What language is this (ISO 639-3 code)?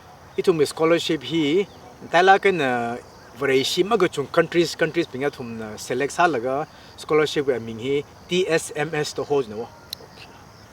nmf